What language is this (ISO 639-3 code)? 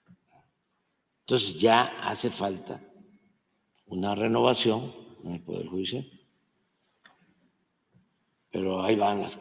spa